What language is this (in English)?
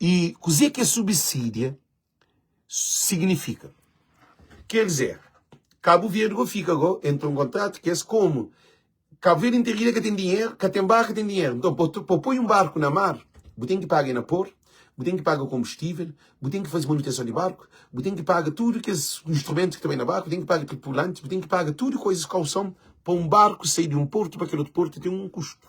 Kabuverdianu